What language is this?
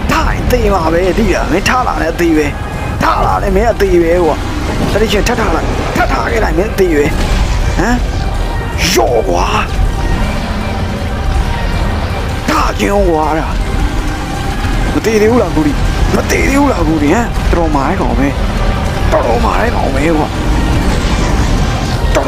Burmese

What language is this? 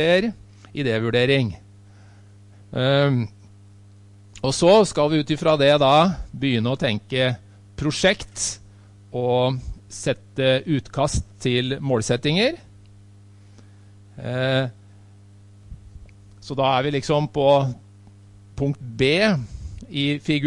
Norwegian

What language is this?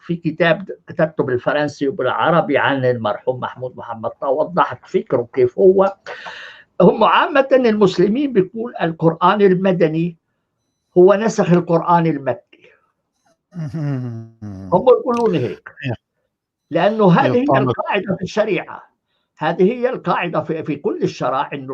North Levantine Arabic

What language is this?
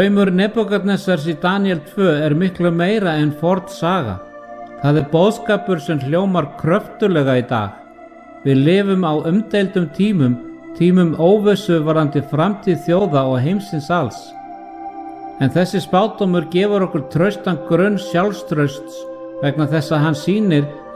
Icelandic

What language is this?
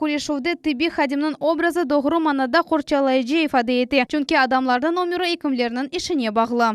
Crimean Tatar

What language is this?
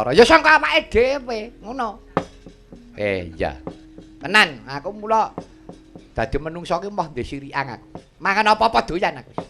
Javanese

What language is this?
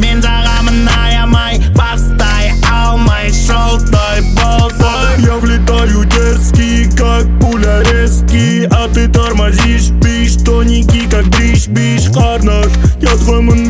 Kazakh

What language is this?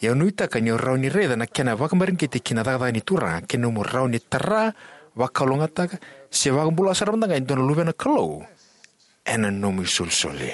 Fijian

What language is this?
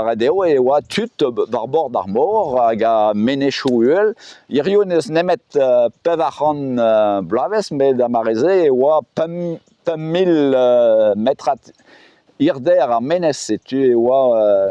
Breton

